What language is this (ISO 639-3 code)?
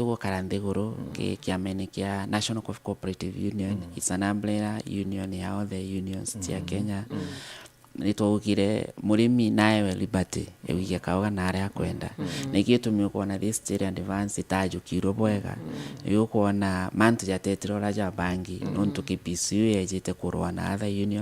mer